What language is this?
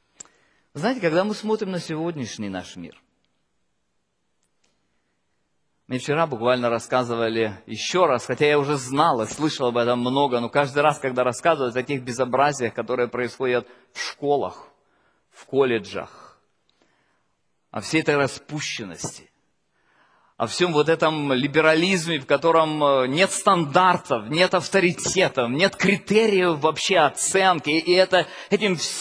Russian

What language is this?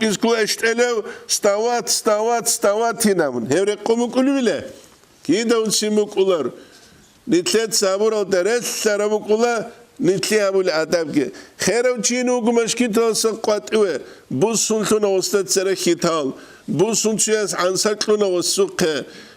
Avaric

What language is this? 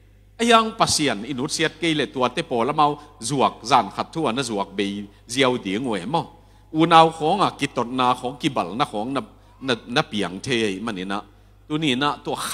Tedim Chin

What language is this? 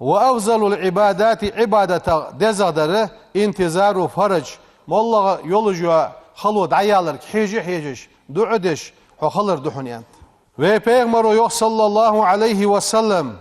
Ingush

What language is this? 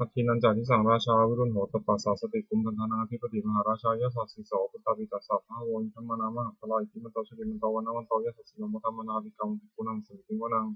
Pali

